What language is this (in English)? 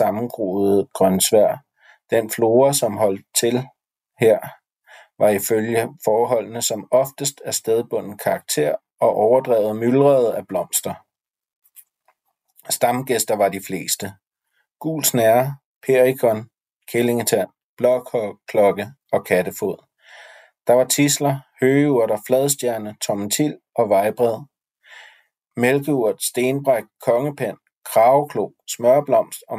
Danish